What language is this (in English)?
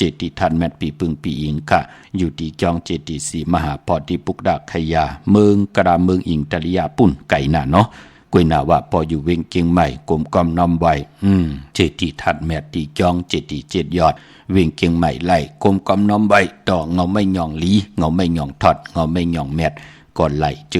Shan